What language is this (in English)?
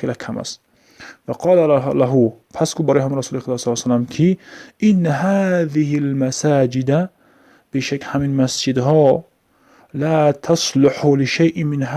Tajik